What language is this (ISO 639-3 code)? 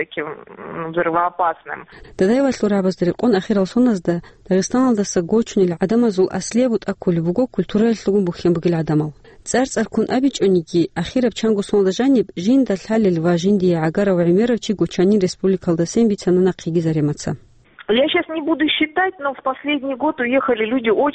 ava